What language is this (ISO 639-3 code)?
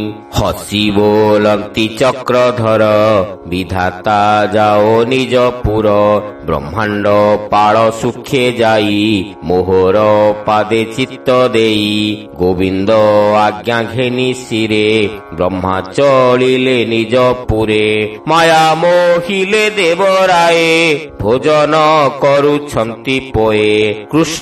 ori